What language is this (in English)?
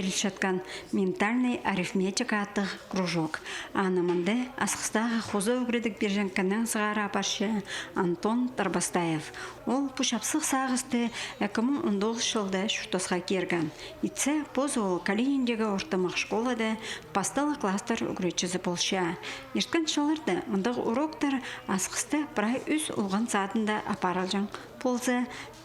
Khakas